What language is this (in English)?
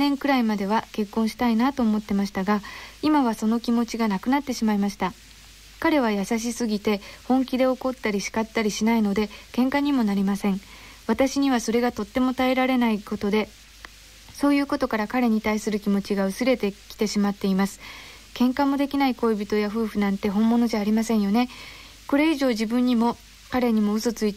Japanese